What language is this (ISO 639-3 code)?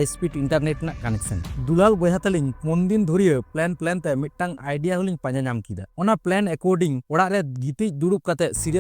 sat